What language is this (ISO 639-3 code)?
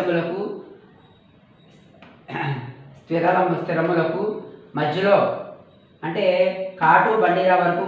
tel